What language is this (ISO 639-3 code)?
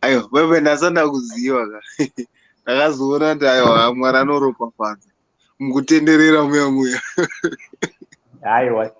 sna